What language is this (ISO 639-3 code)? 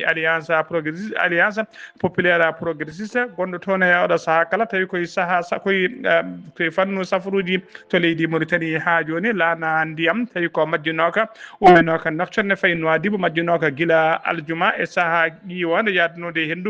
ful